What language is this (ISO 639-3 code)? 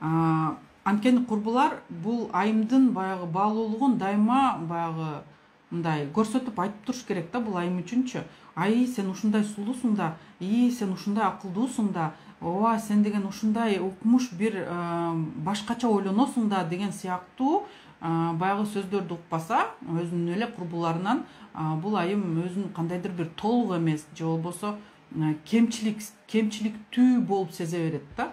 kir